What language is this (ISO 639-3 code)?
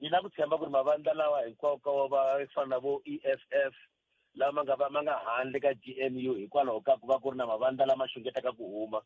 tso